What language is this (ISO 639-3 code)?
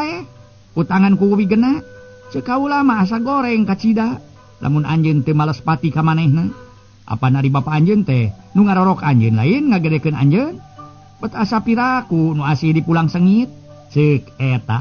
sun